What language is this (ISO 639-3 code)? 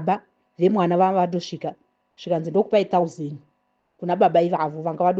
sna